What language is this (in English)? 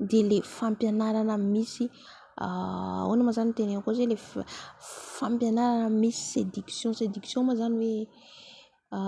Malagasy